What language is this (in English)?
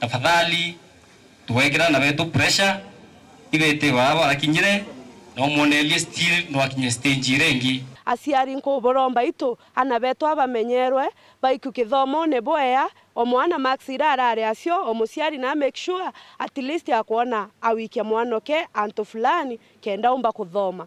Meru